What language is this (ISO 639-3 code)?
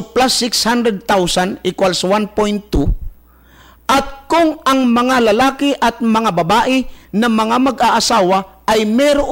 fil